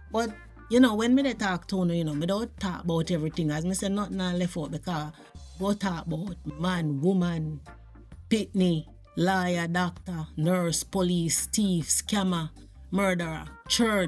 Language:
Jamaican Creole English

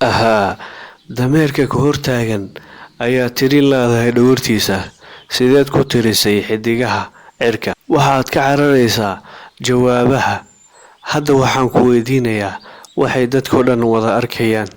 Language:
Somali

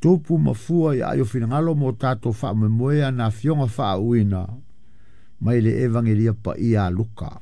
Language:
Samoan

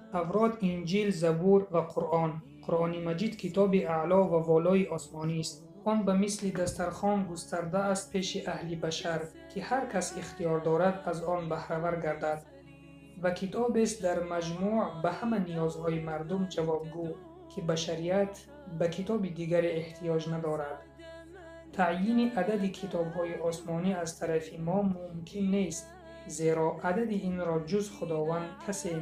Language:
Tajik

